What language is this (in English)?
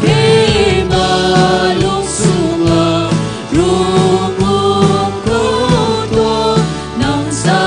Hakha Chin